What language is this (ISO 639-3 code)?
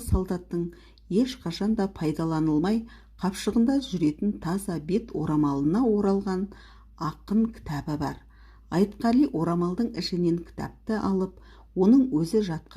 kaz